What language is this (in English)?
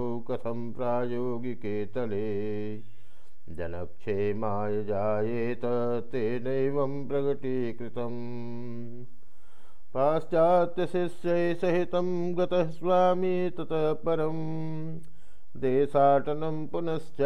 Sanskrit